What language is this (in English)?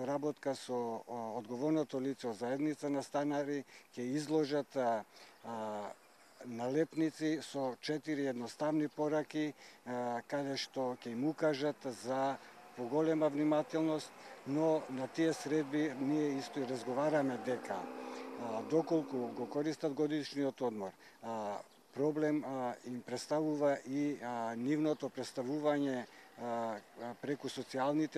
Macedonian